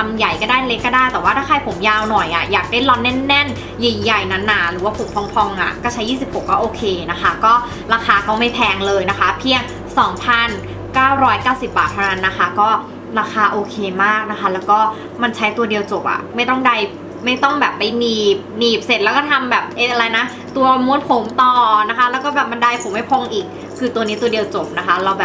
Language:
Thai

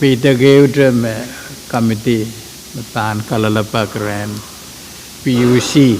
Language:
Pohnpeian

